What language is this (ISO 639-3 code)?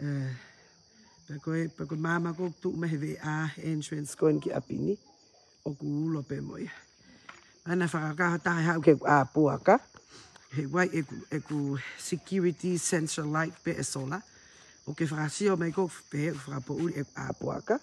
ton